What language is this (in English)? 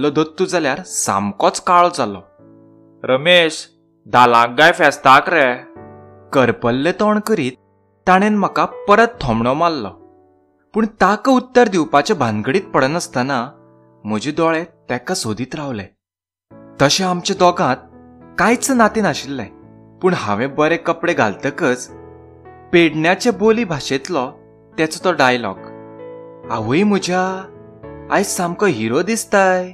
Konkani